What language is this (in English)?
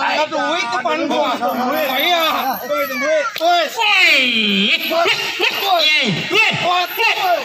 Betawi